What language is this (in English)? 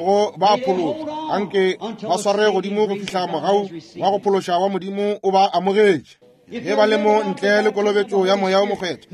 Northern Sotho